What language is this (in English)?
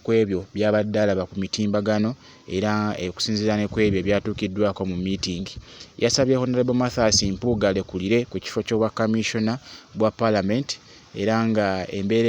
Ganda